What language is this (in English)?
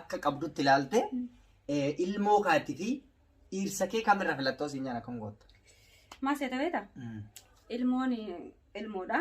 Oromo